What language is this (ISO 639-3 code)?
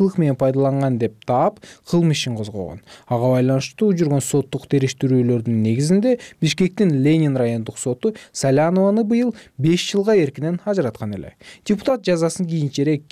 kir